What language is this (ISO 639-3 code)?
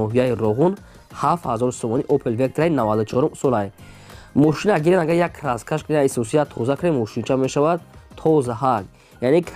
tgk